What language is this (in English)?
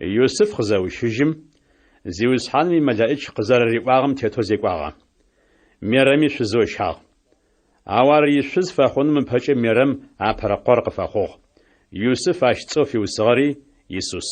Adyghe